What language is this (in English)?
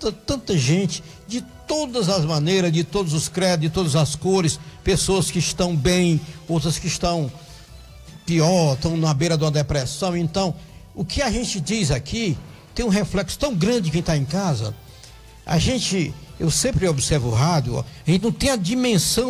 Portuguese